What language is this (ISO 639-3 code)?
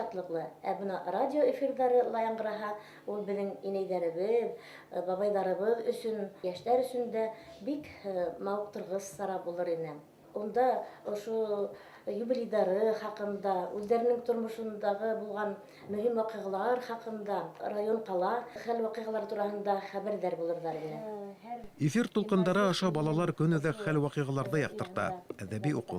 bak